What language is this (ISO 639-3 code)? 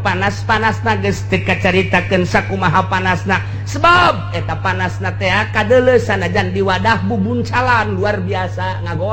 sun